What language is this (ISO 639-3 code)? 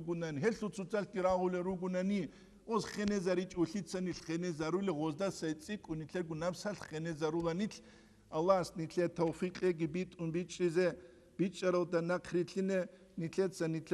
ava